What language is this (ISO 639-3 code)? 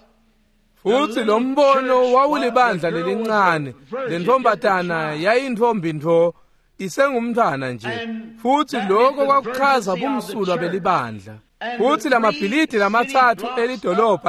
ssw